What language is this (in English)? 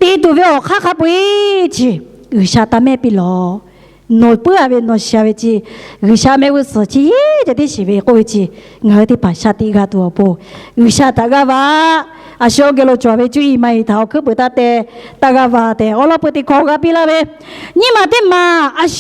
Lahu